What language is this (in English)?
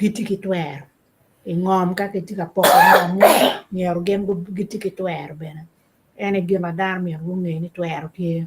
Acoli